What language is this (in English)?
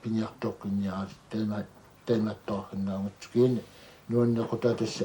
Kalaallisut